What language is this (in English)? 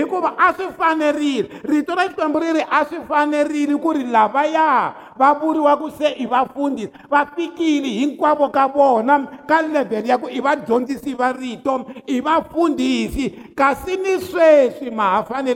Tsonga